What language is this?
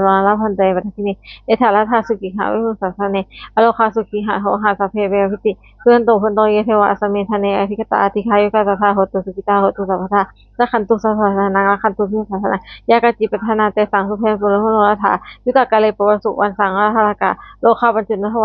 Pali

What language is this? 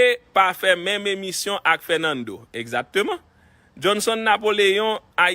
Haitian Creole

